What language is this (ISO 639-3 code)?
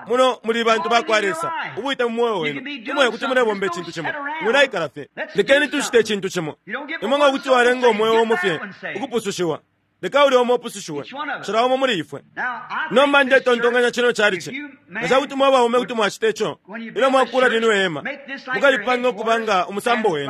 bem